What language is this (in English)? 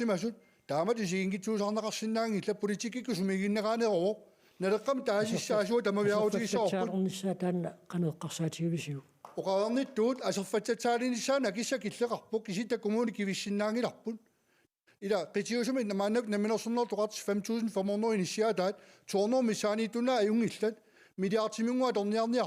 Kalaallisut